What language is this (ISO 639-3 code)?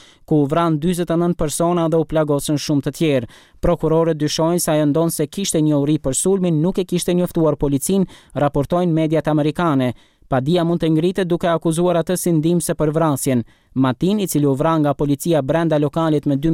sqi